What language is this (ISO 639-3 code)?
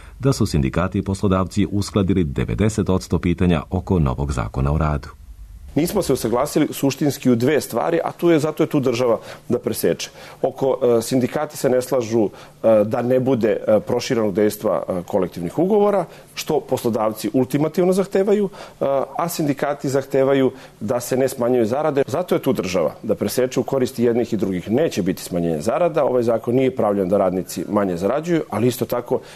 srp